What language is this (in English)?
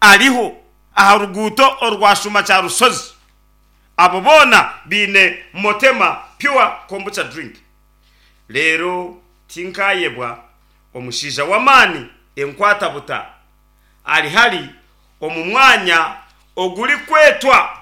Nyankole